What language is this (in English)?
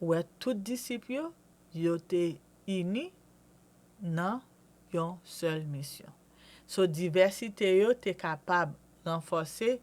Haitian Creole